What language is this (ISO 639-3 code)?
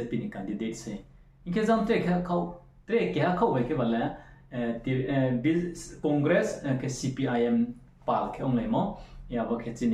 ria